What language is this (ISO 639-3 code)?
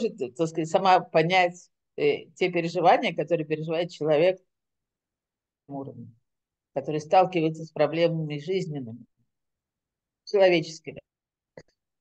rus